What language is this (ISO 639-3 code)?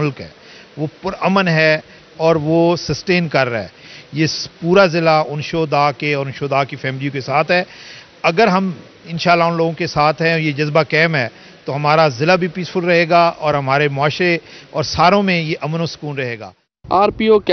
urd